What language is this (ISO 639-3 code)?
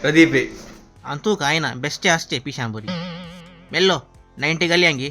kok